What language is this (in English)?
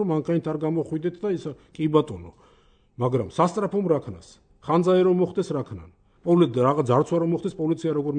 Georgian